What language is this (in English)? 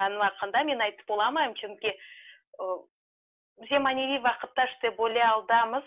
Crimean Tatar